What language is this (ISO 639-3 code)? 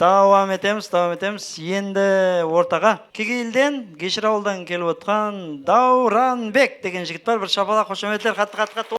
kaa